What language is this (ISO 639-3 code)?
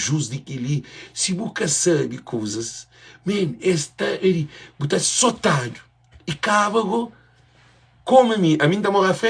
kea